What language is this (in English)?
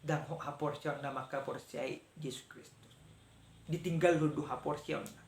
Batak Toba